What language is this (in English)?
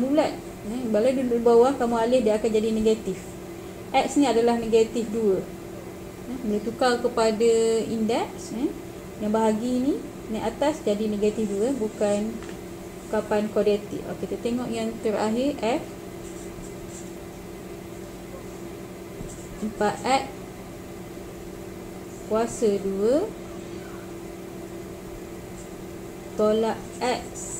Malay